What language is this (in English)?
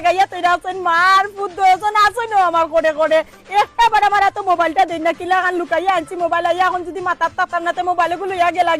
Sylheti